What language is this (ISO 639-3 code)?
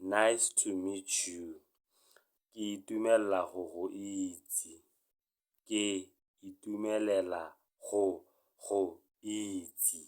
tsn